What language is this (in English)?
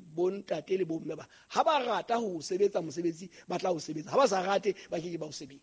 Southern Sotho